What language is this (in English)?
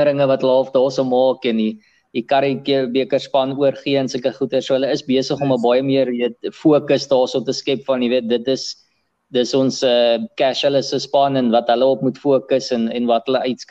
Afrikaans